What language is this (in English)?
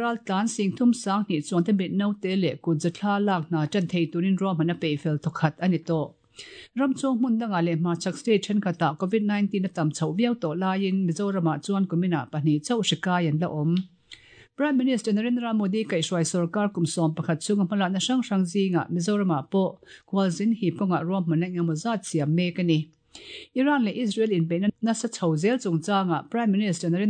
Mizo